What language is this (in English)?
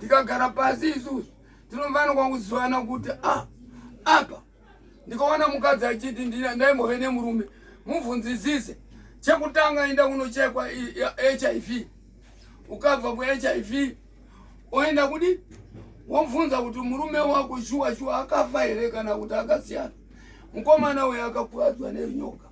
Shona